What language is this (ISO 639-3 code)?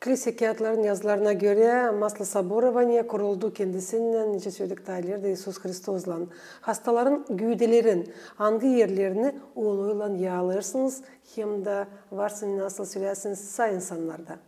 gag